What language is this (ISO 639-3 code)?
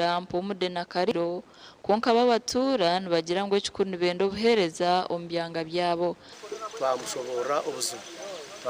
nyn